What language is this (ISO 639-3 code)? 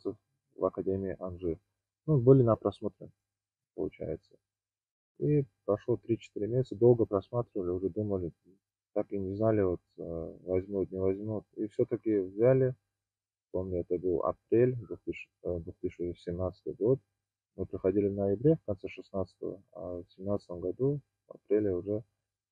rus